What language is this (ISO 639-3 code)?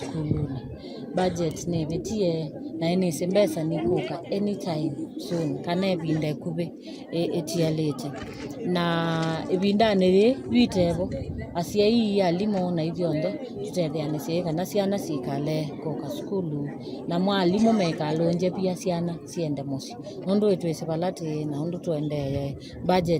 kam